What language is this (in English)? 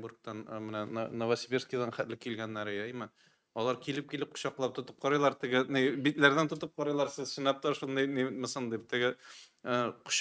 Tatar